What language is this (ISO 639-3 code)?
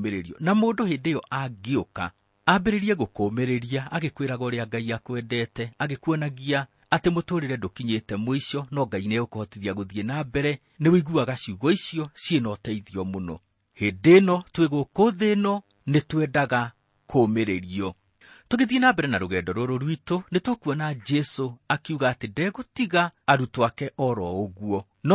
kik